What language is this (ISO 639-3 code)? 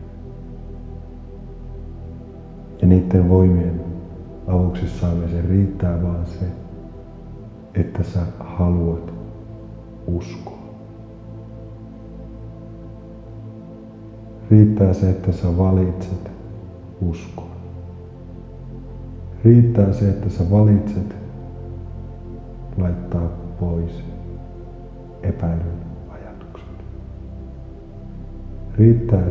fin